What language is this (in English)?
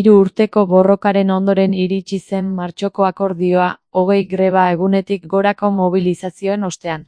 Basque